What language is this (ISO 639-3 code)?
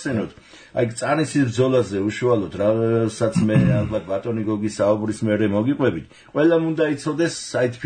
kat